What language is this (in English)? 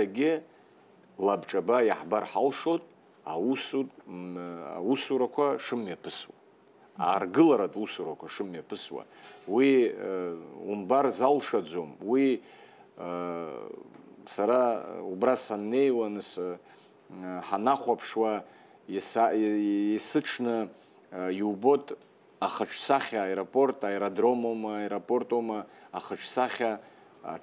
Abkhazian